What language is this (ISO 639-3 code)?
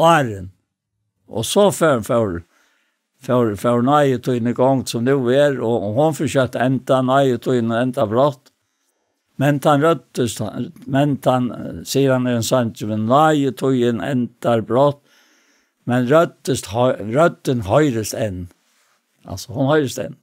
fao